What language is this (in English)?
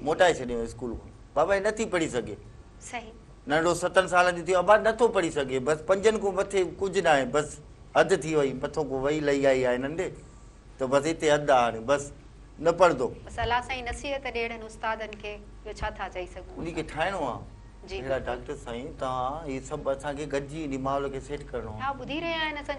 Sindhi